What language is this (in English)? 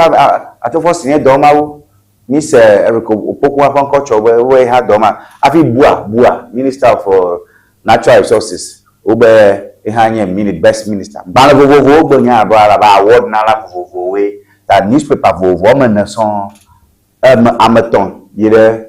Ewe